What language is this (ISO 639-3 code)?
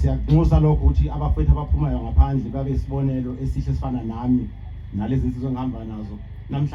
zul